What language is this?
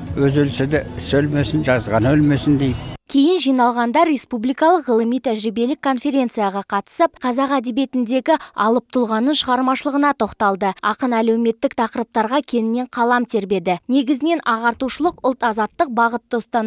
Kazakh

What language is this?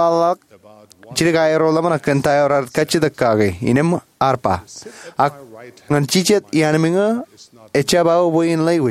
Marshallese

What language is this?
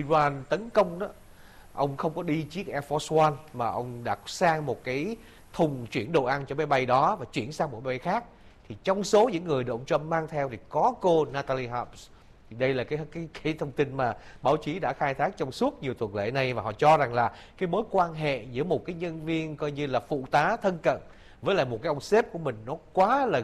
Vietnamese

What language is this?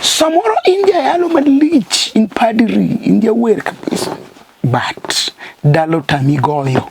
Luo (Kenya and Tanzania)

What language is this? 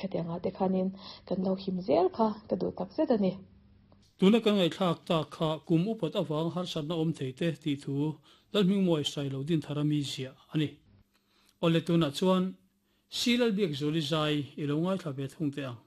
Mizo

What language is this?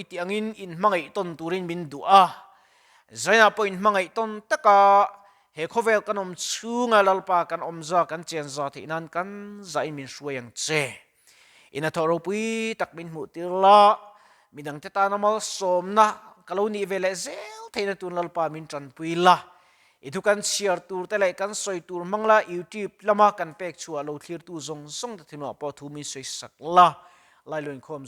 Mizo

